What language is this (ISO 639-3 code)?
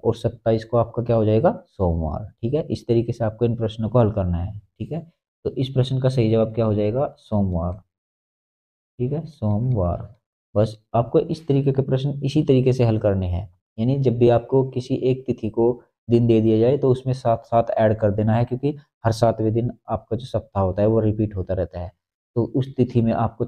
hin